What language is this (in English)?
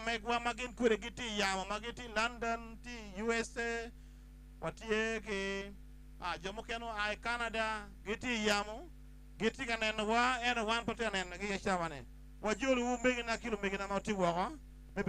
Acoli